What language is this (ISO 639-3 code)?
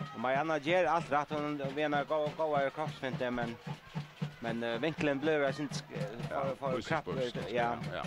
fao